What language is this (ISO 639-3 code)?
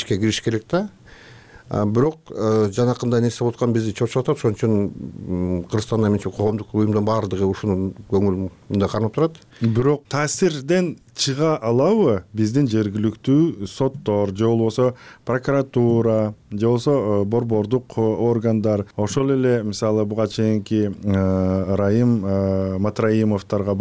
kir